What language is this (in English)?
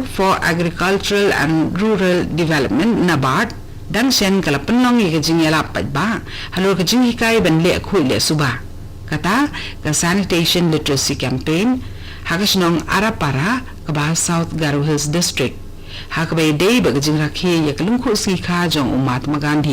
Khasi